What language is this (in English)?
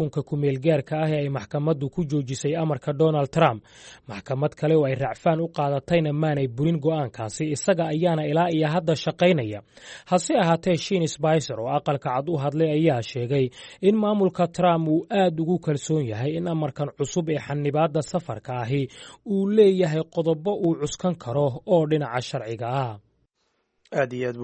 Somali